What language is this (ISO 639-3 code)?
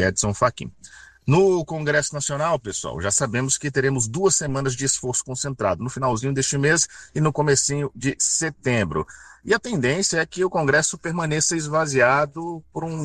por